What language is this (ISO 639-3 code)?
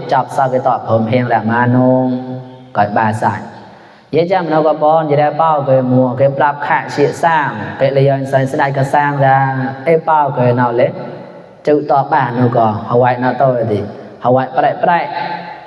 mnw